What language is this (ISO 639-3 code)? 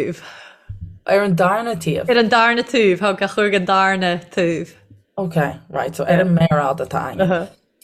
gle